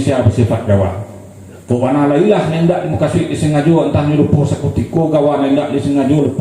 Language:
Minangkabau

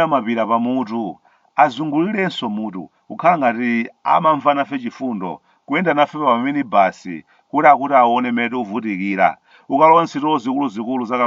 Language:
Nyanja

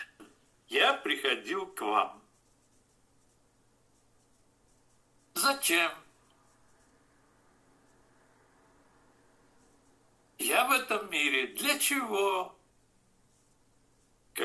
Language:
Russian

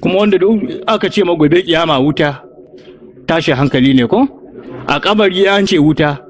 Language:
Hausa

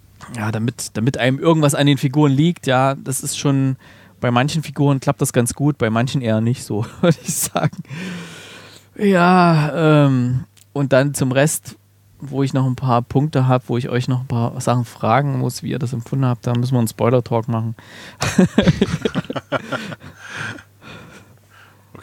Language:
German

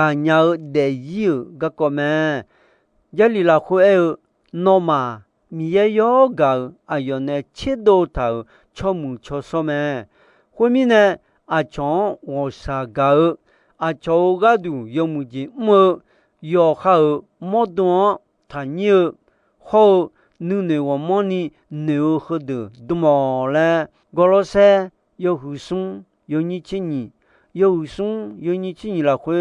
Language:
Akha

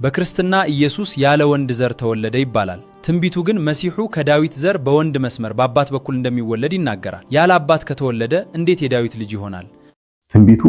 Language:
Amharic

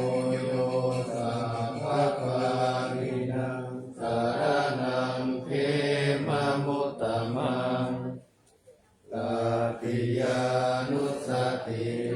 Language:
Pali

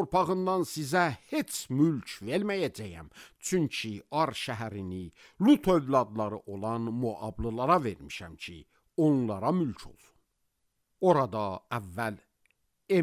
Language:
Azerbaijani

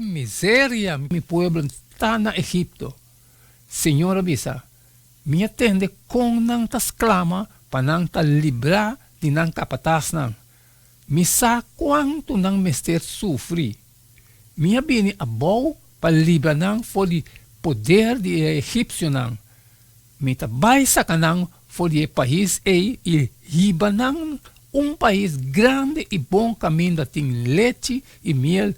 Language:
Papiamento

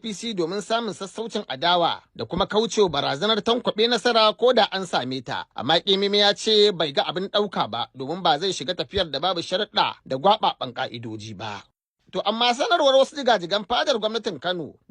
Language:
Hausa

